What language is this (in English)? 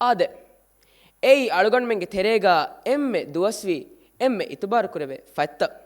Divehi